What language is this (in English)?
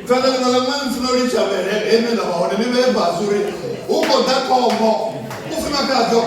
Venda